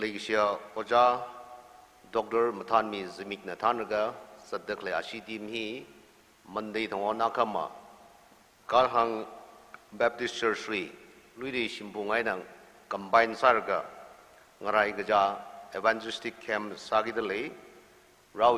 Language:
Tangkhul Naga (India)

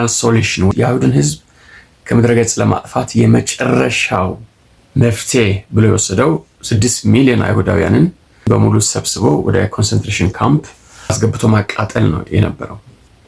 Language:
Amharic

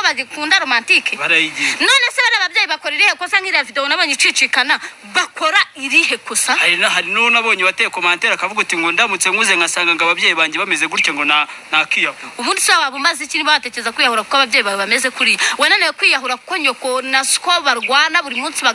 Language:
Kinyarwanda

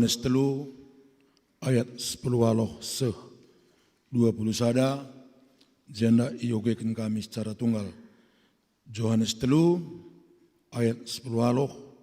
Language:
Batak Karo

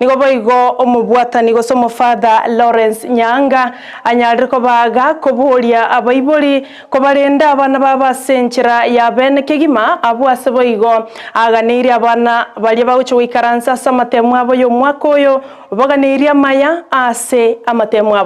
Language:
Gusii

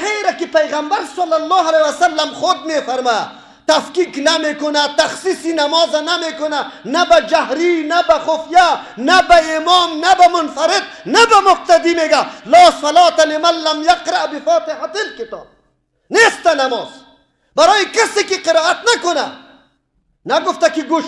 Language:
Persian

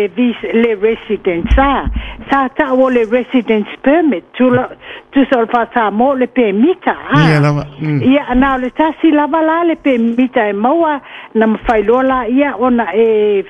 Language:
Samoan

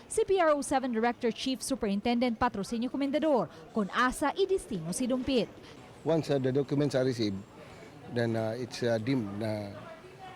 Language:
Cebuano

